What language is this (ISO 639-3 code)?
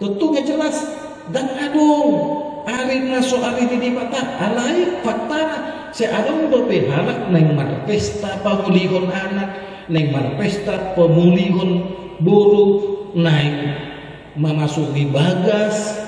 bbc